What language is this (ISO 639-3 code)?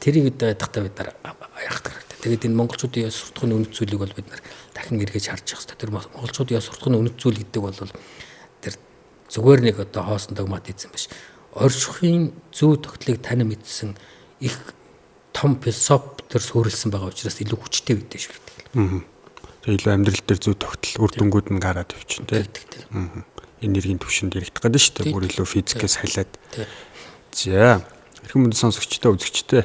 mon